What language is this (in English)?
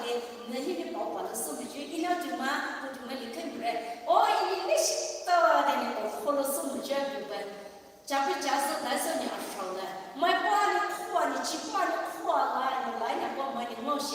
Poumei Naga